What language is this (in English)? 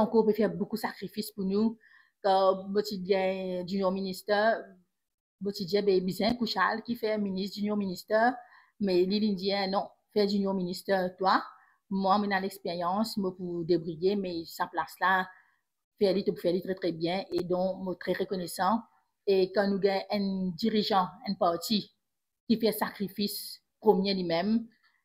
Morisyen